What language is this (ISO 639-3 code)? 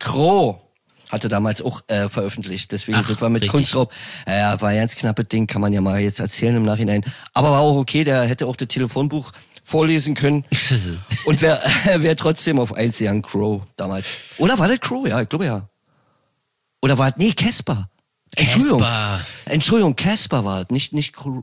deu